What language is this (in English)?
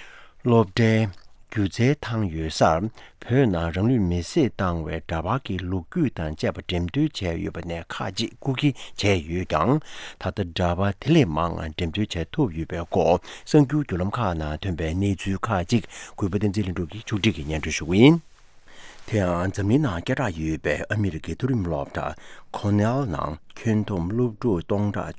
Tibetan